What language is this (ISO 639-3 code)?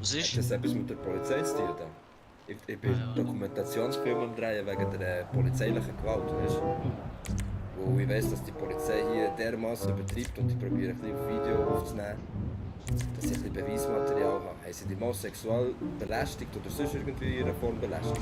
gsw